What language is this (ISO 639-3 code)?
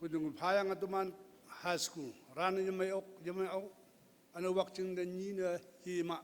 nbe